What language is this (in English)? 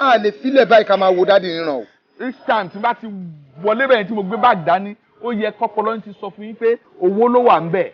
Yoruba